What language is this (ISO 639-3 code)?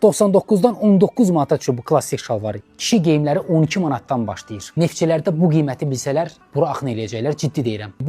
aze